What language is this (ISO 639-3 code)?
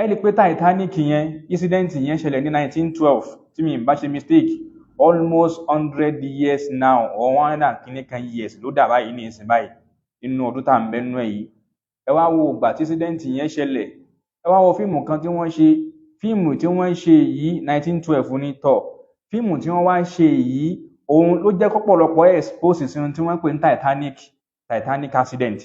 yor